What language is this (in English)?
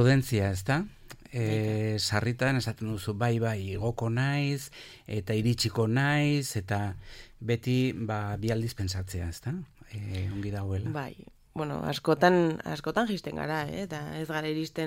Basque